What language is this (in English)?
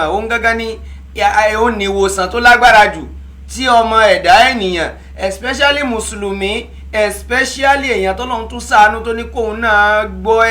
Yoruba